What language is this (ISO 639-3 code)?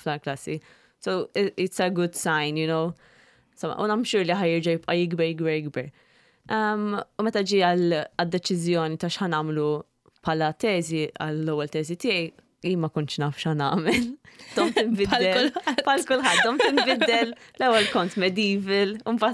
mlt